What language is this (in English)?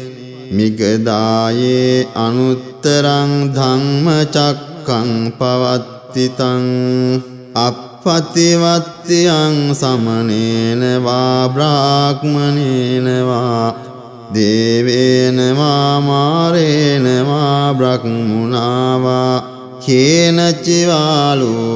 Pali